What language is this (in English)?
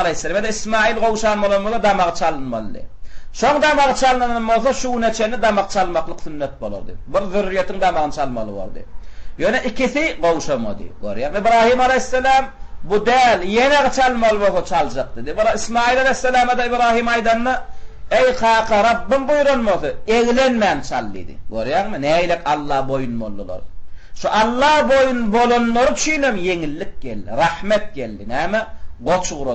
Turkmen